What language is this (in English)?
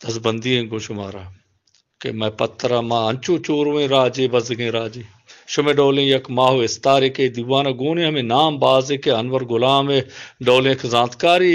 Baluchi